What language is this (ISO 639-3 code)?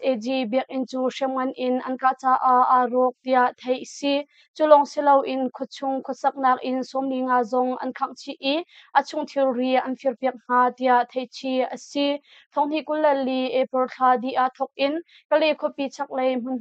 cnh